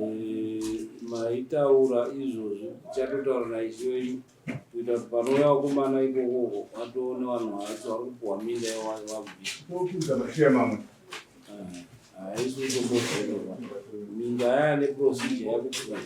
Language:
Shona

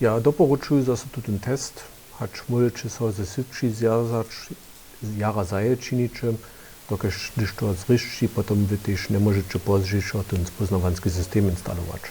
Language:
Upper Sorbian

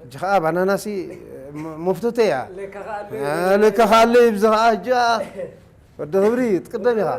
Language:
Tigrinya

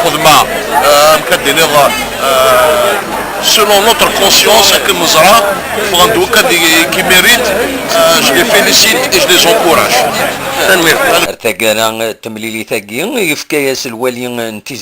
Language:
Kabyle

